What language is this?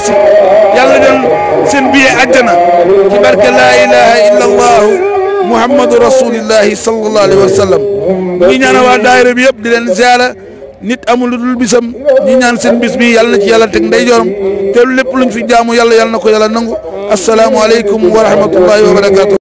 Wolof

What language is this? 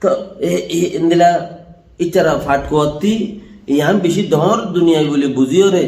Rohingya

